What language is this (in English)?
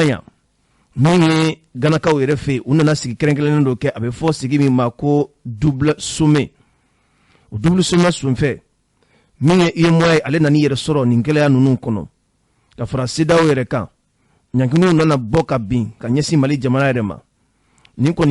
Bambara